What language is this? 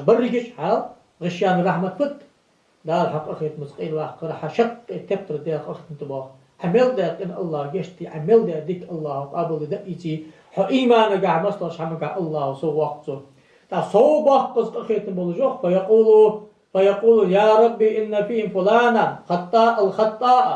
Ingush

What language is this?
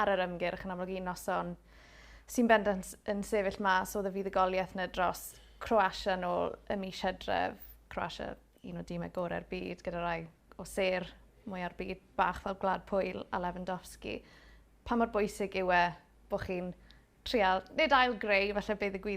Welsh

